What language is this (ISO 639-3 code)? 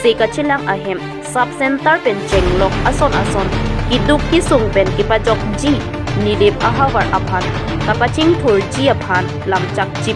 mjw